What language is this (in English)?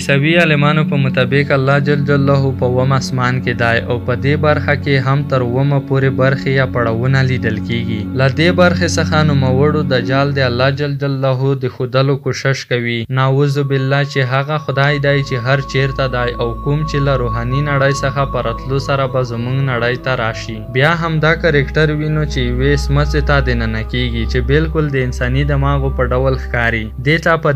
Pashto